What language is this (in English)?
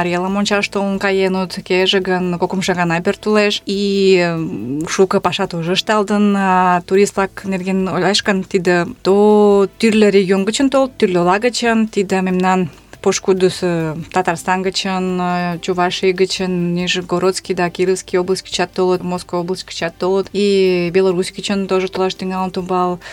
Mari